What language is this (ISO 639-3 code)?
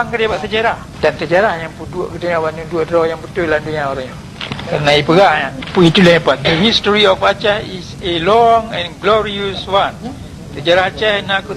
ace